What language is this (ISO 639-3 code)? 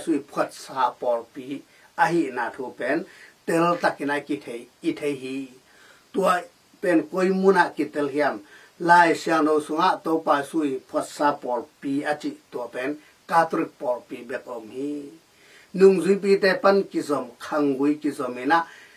ctd